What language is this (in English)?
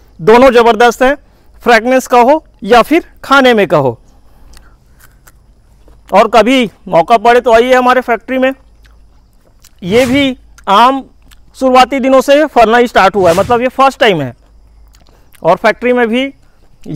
Hindi